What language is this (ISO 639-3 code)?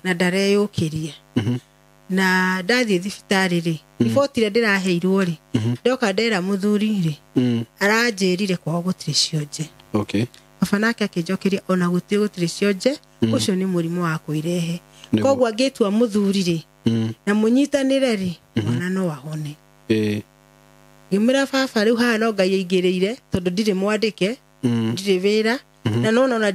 kik